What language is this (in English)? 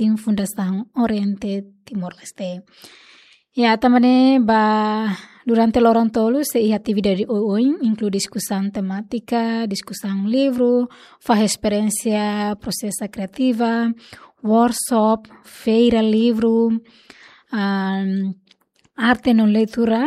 Tetum